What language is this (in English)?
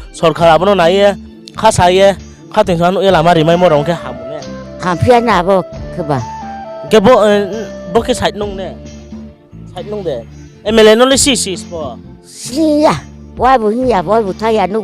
Riang (India)